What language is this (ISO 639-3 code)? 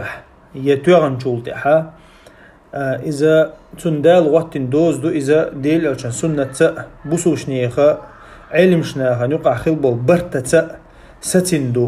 che